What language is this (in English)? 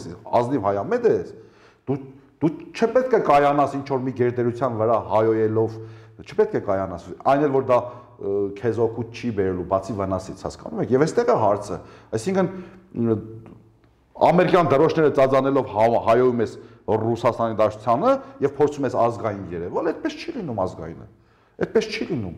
Armenian